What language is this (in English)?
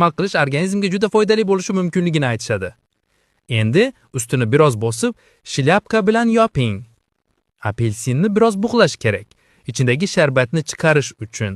Uzbek